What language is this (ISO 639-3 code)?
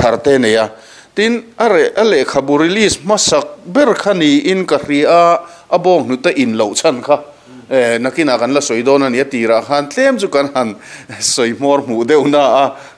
lus